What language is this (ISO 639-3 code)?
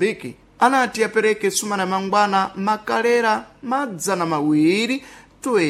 seh